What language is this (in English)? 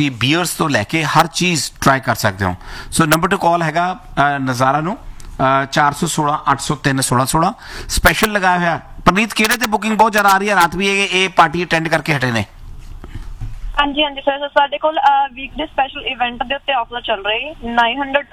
Punjabi